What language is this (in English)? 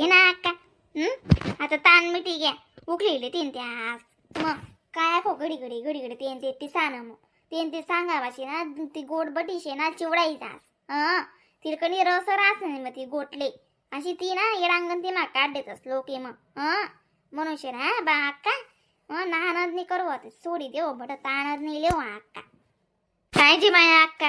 Khandesi